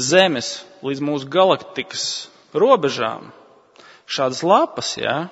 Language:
Latvian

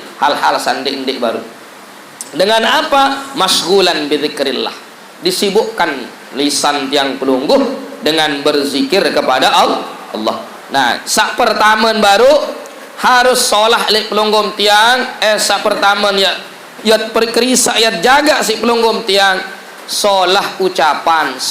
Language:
Sasak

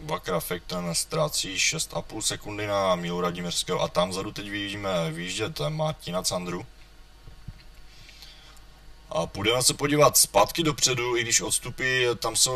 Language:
Czech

